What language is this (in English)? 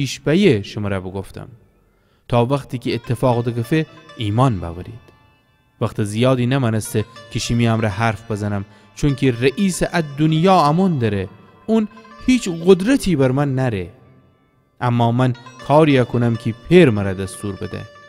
Gilaki